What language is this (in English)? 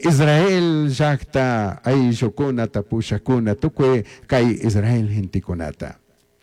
Chimborazo Highland Quichua